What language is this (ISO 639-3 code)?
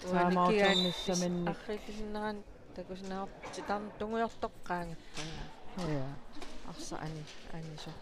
kal